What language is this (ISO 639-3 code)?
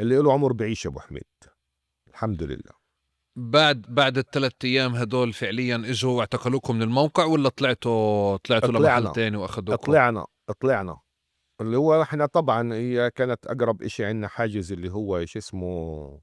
apc